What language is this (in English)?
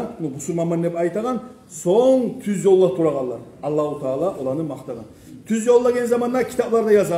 Kumyk